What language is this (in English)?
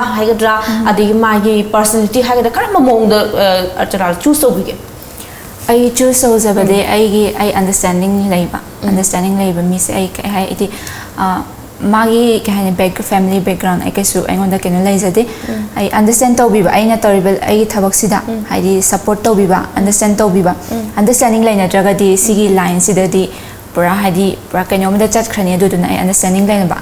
Manipuri